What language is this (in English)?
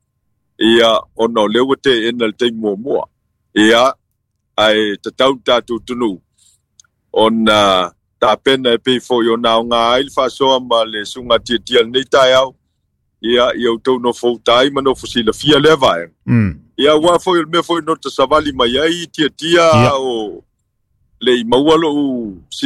Samoan